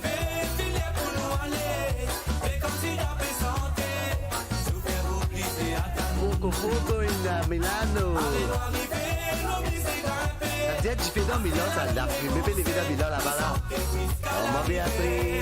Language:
Morisyen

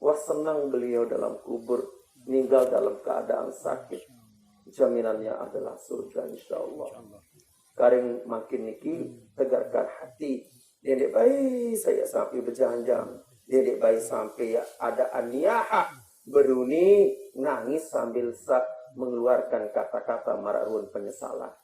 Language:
Sasak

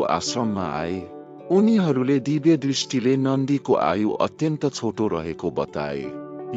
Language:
Nepali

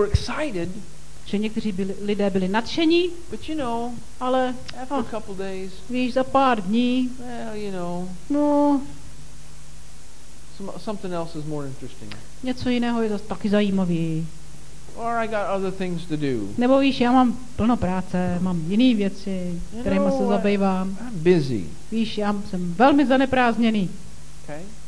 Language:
Czech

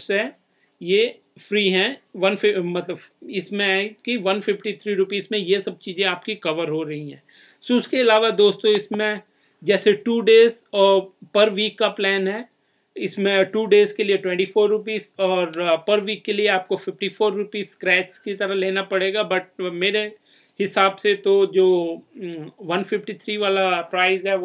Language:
Hindi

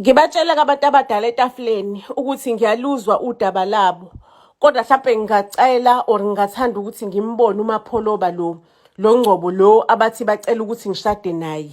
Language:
Zulu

